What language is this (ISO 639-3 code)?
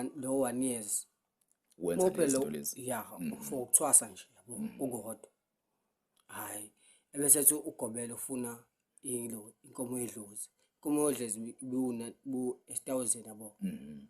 zul